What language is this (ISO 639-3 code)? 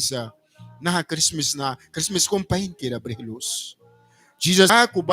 miq